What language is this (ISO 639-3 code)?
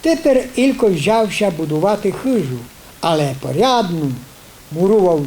rue